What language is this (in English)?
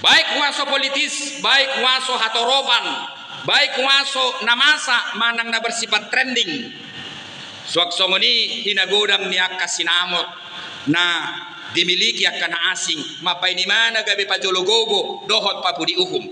Batak Toba